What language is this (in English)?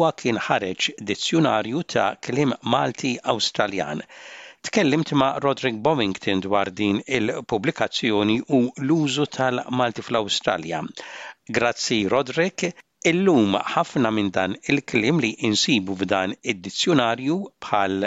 Maltese